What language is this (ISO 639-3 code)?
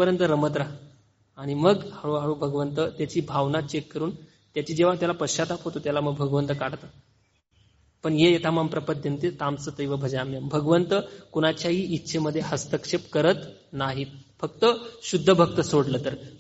mar